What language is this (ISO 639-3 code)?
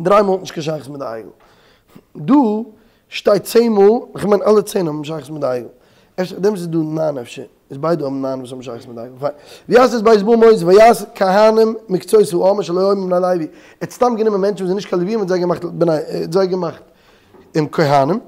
yid